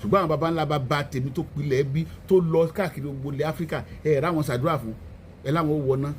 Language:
Yoruba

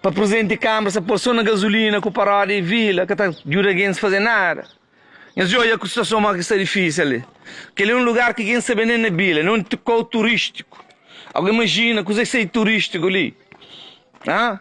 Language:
Kabuverdianu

